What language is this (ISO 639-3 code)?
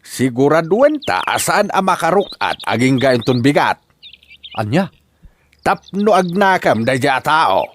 ilo